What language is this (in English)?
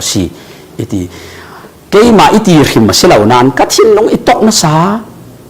Falam Chin